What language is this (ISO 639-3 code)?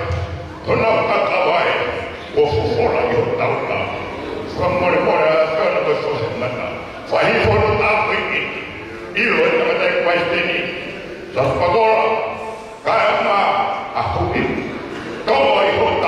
ton